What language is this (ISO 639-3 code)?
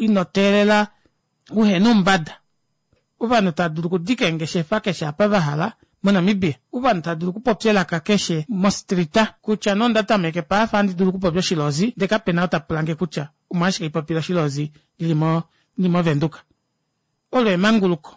kua